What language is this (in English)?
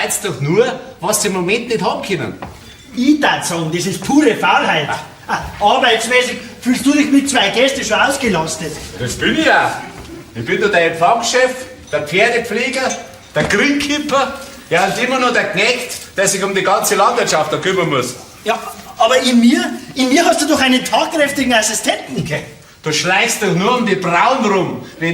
Bavarian